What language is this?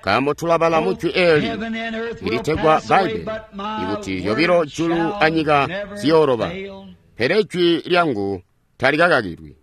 Tonga (Zambia)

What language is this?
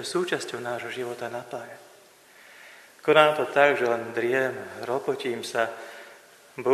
Slovak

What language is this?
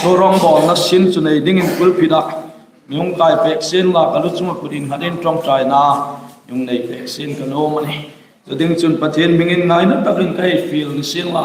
Hmar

